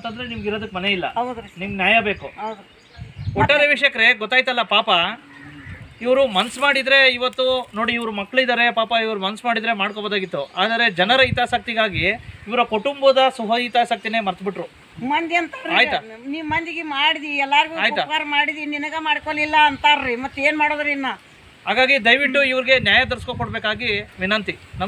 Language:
Kannada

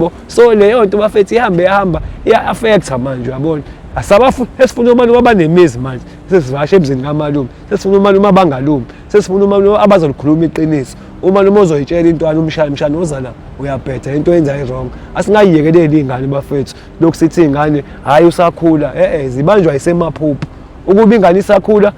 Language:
Zulu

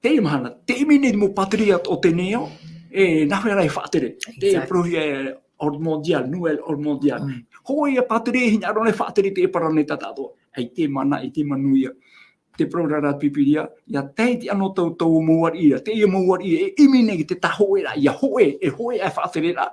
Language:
Tahitian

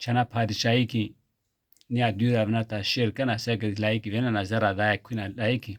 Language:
Zaza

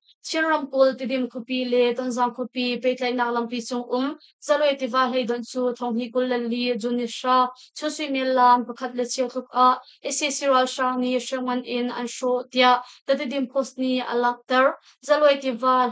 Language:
Hakha Chin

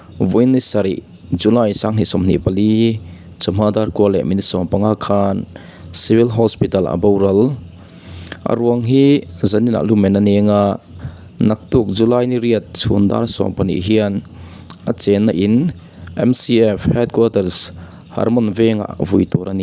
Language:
Mizo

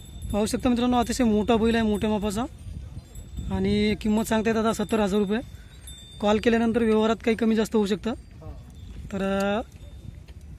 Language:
Marathi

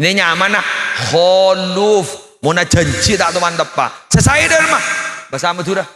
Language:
Madurese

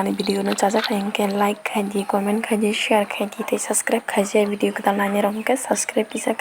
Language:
Kok Borok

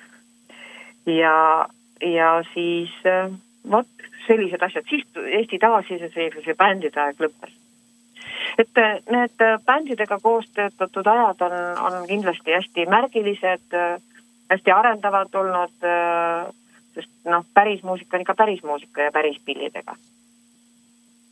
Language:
Estonian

